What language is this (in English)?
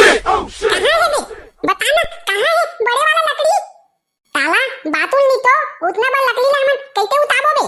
Chhattisgarhi